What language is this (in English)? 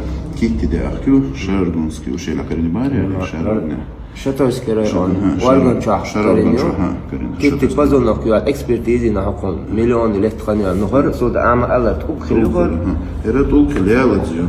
Chechen